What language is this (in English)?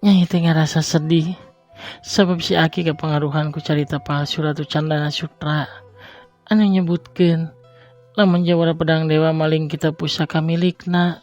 Sundanese